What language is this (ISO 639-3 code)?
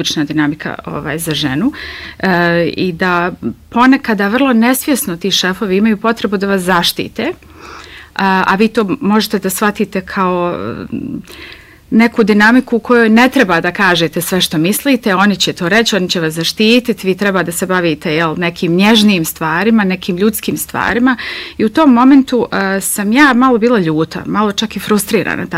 bos